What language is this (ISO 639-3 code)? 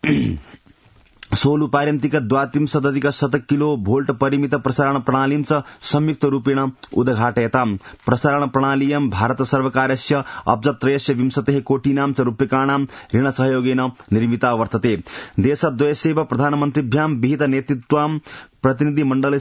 san